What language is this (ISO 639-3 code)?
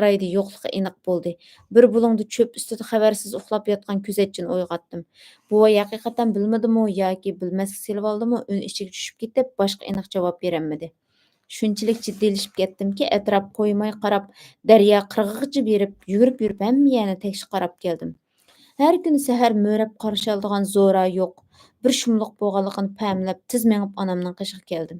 uig